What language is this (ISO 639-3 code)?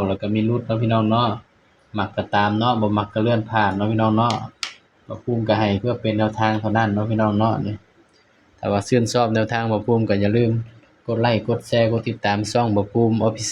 tts